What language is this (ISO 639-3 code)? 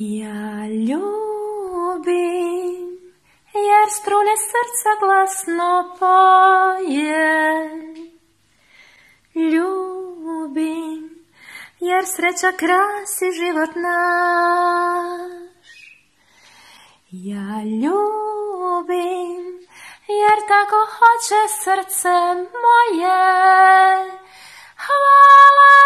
hrv